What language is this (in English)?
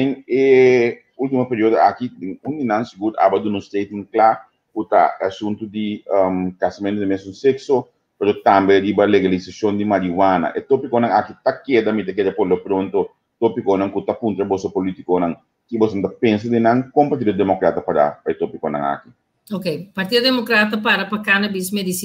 Papiamento